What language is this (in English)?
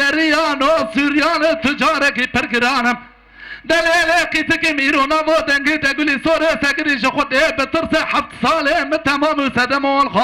Kurdish